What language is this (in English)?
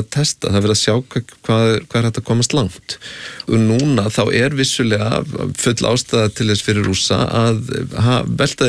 Icelandic